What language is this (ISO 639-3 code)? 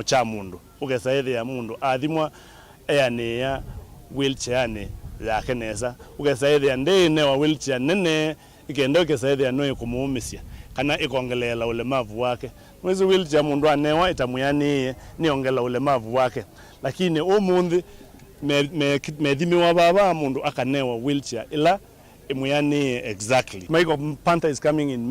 kam